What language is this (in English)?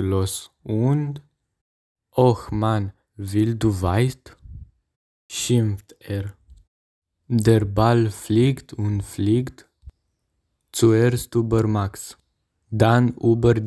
German